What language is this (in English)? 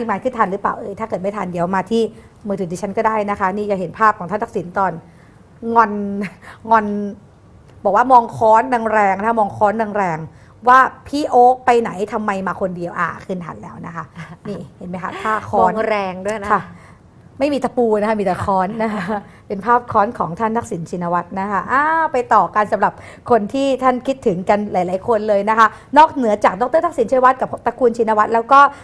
Thai